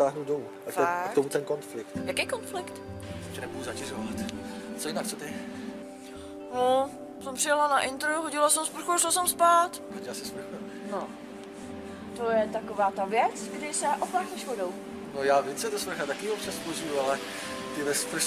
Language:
Czech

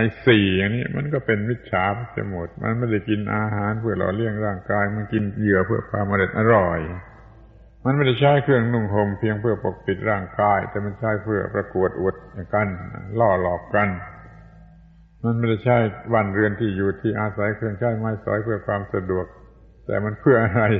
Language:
Thai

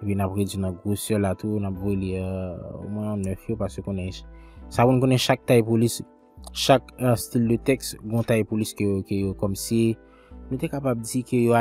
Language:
Haitian Creole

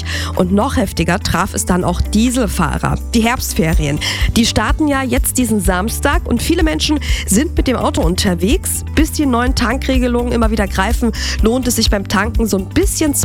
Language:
German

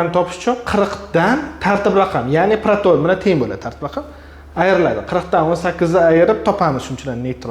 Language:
Uzbek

